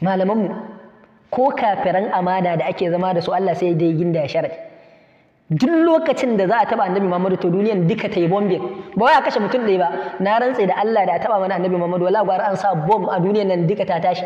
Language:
Hausa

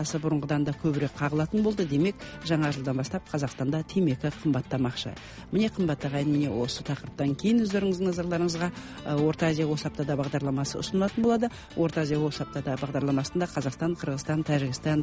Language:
Kazakh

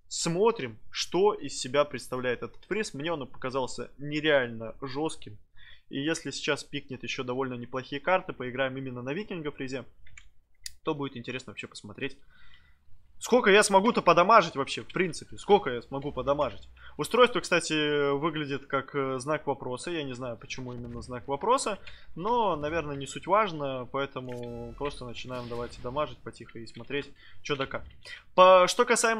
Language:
Russian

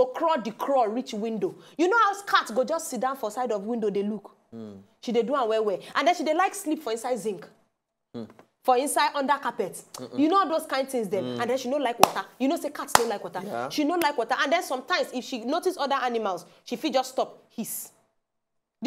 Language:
Nigerian Pidgin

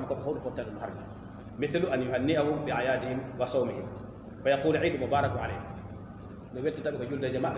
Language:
Fula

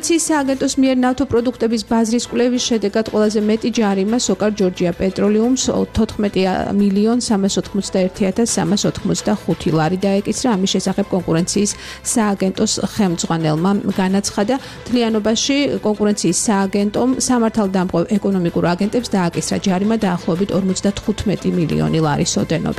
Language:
Georgian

